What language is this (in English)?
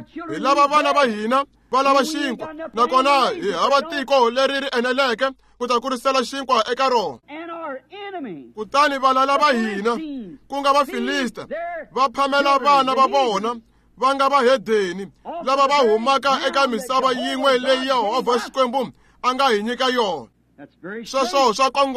Tsonga